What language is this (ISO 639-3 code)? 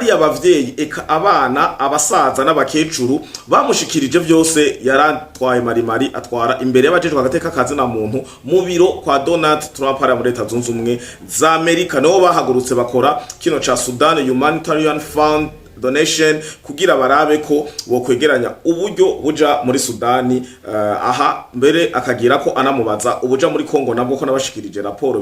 run